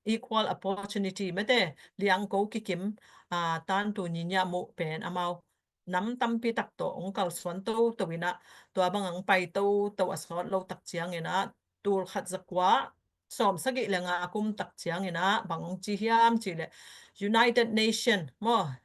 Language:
Tedim Chin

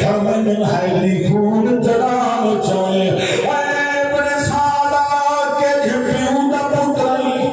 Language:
Saraiki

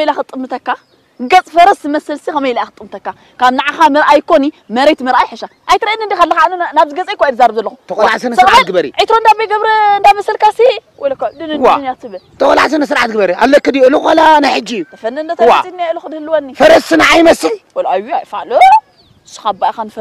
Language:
Tigrinya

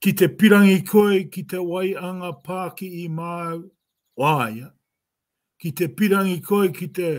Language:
Māori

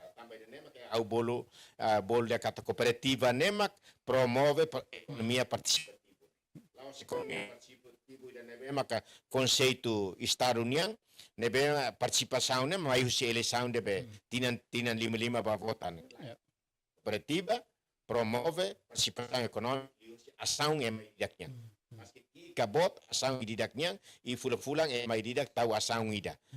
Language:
Tetum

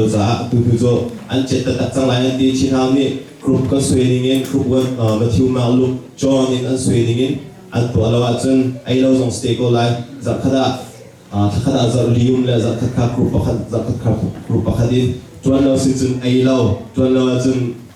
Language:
Hakha Chin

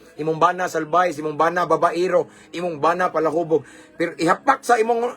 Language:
Cebuano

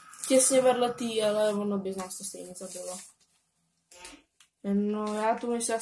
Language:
Czech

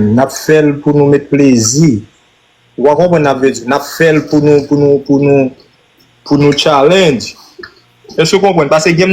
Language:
Haitian Creole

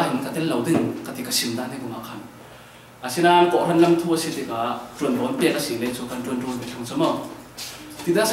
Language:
Falam Chin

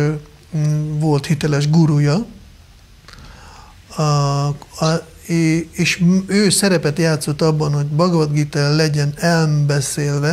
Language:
Hungarian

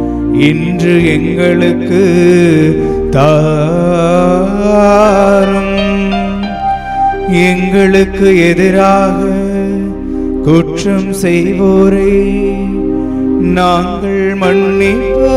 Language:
Tamil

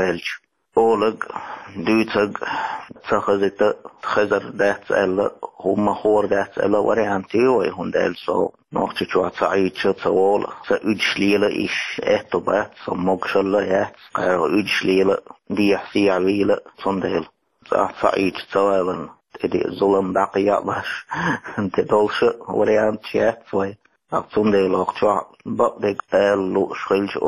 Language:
Chechen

